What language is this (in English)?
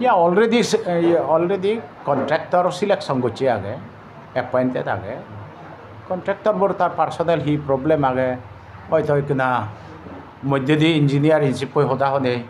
Chakma